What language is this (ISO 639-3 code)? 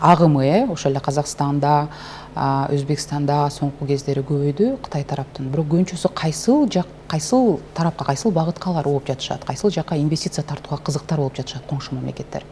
kir